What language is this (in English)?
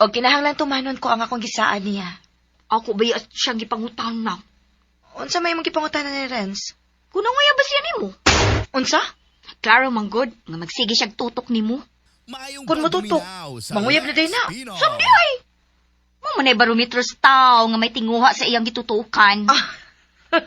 Cebuano